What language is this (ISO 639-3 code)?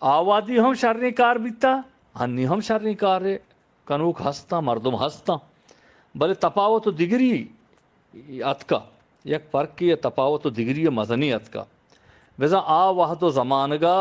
bgp